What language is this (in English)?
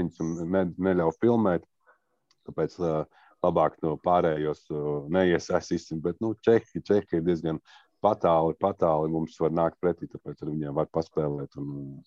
Latvian